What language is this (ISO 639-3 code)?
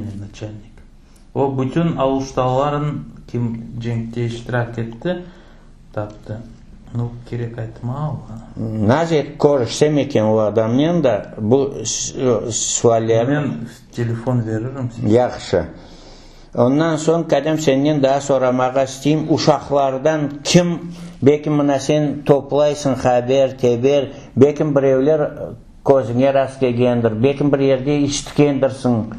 crh